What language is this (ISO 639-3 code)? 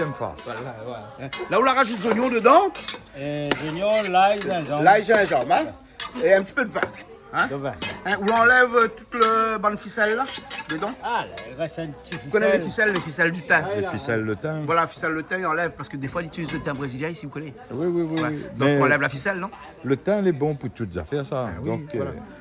rcf